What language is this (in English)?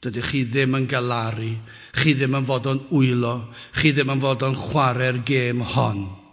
Welsh